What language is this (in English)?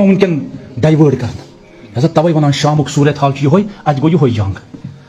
Kashmiri